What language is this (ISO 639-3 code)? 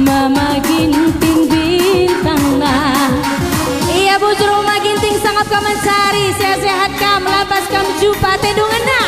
btx